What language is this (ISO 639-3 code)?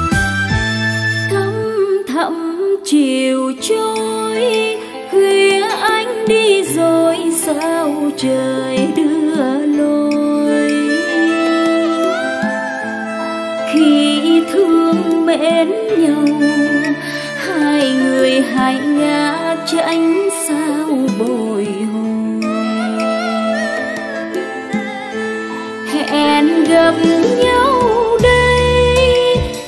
vie